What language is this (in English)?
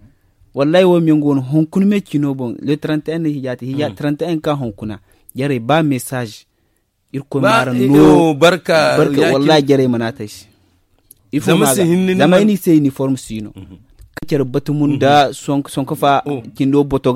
Zarma